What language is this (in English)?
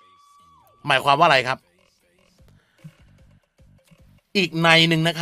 Thai